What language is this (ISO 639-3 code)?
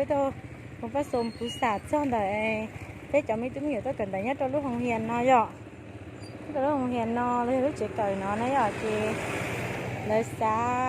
hmn